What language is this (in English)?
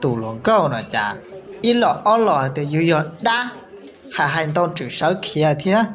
Hmong